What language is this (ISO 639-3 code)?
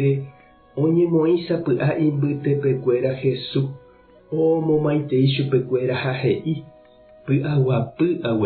grn